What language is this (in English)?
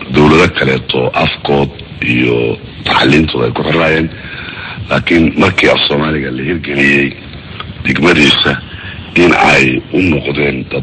Somali